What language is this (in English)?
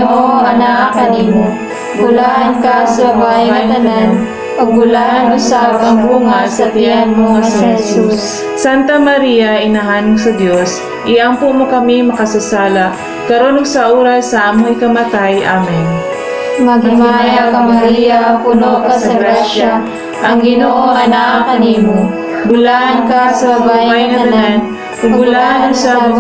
Cebuano